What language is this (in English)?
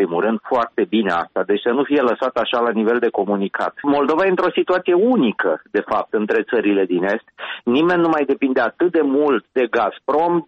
Romanian